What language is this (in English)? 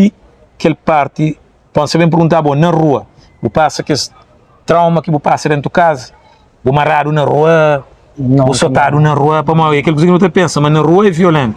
Kabuverdianu